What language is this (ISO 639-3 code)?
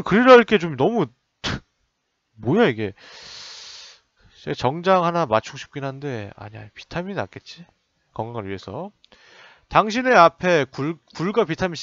kor